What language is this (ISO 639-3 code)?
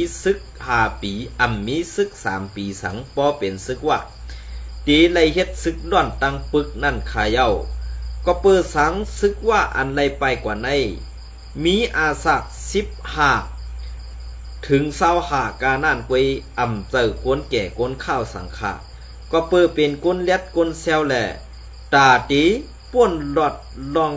shn